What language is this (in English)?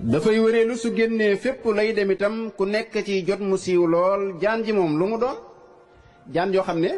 Wolof